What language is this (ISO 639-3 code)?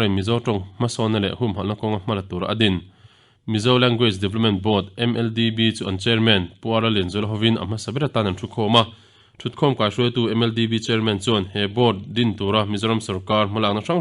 lus